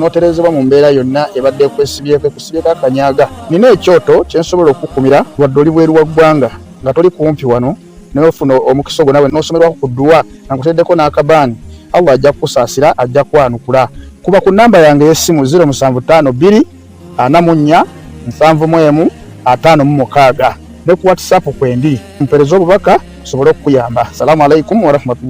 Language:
Ganda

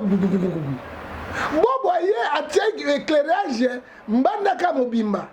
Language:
Lingala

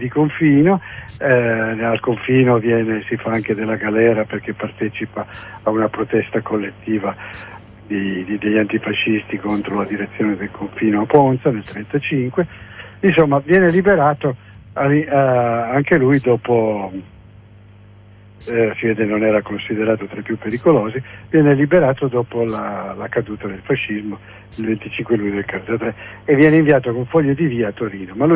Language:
Italian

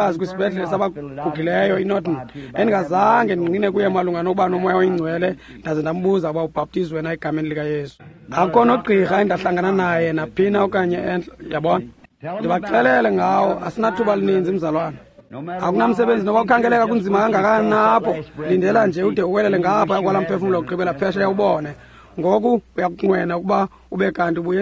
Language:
Xhosa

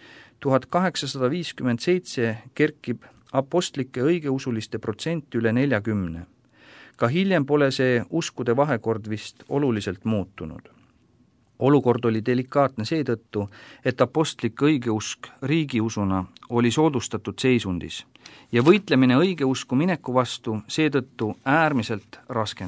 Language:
Estonian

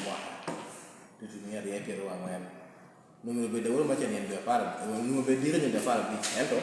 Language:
Lango (Uganda)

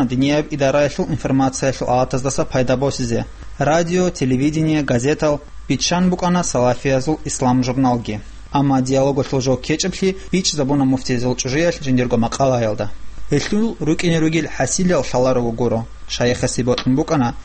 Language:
Avaric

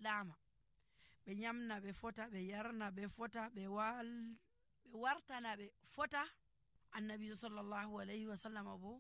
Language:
Nigerian Fulfulde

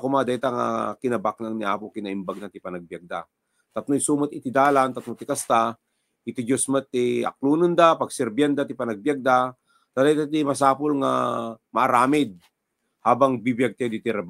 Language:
Iloko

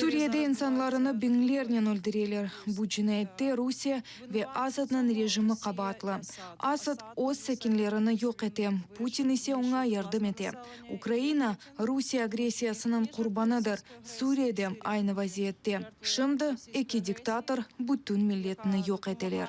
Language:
Crimean Tatar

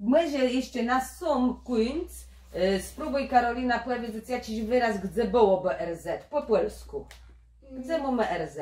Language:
Kashubian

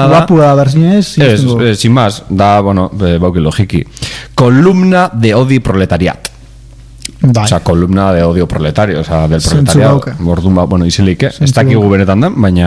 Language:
Basque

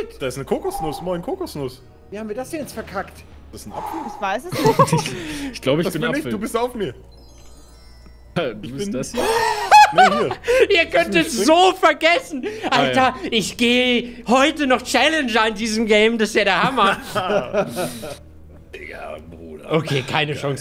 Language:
German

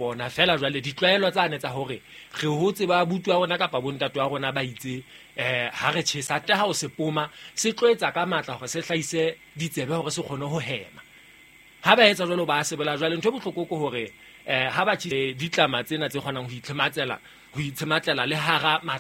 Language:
Southern Sotho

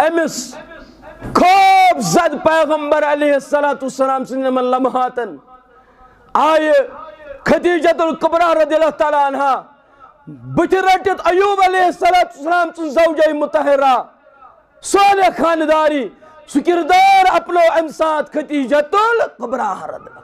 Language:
Kashmiri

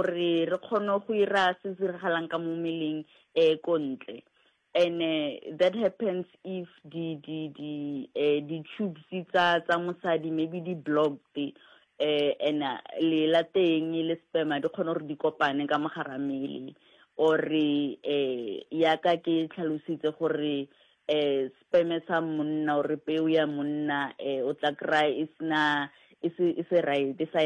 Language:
Northern Sotho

